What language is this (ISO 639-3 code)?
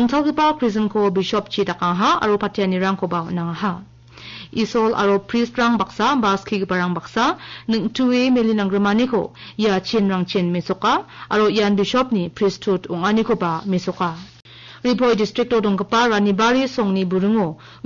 grt